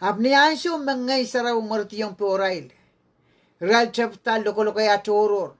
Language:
Pohnpeian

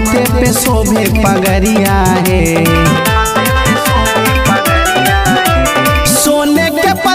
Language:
Bhojpuri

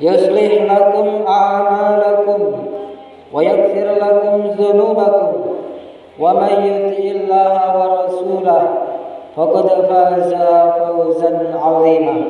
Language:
Buginese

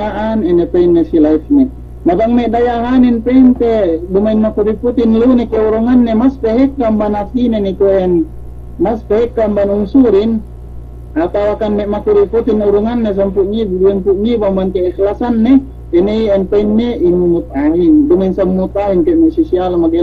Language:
Yakan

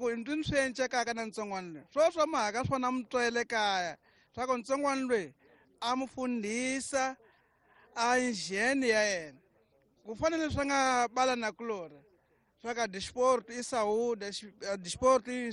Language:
Tsonga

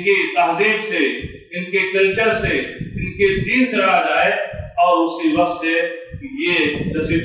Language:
Urdu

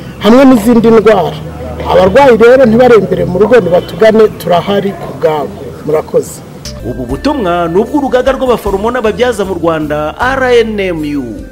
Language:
Kinyarwanda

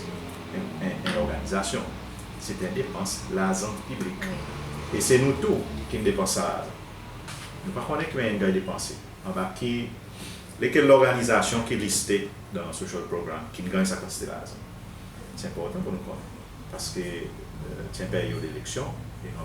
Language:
Seselwa Creole French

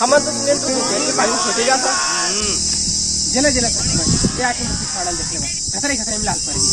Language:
Chhattisgarhi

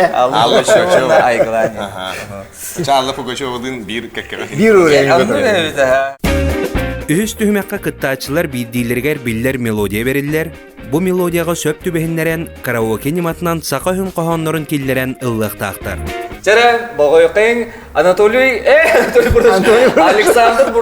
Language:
Yakut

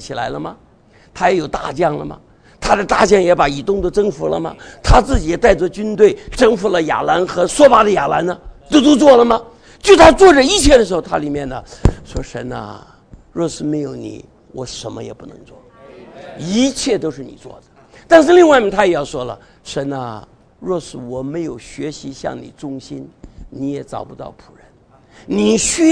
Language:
Chinese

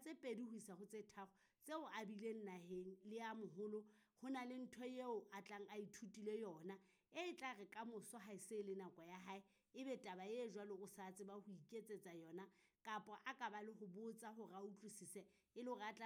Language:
Southern Sotho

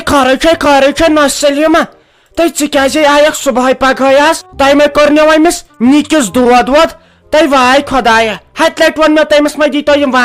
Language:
Kashmiri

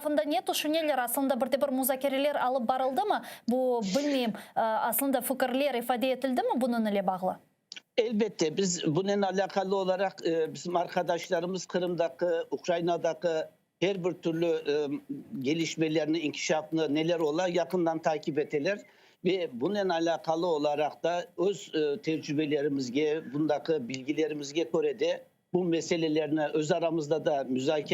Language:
Crimean Tatar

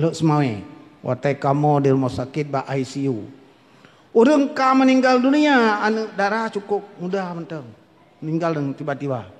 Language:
Achinese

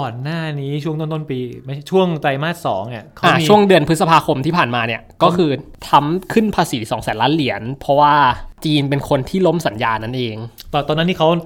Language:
Thai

